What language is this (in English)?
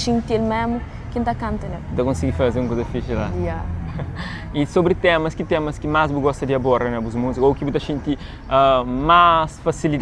Kabuverdianu